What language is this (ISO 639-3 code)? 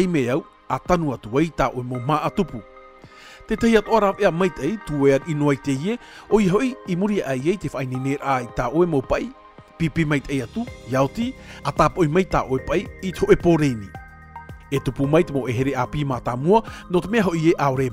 tah